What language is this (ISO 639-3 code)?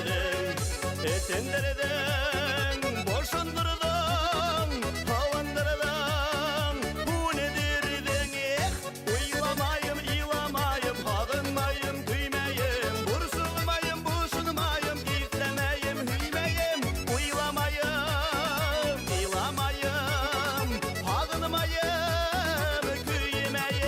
bak